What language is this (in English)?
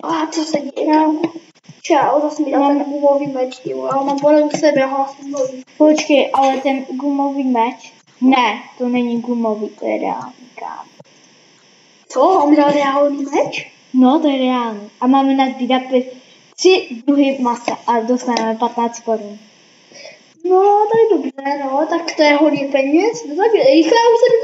Czech